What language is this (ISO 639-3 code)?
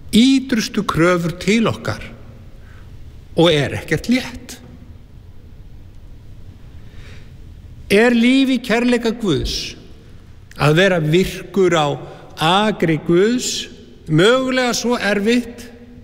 isl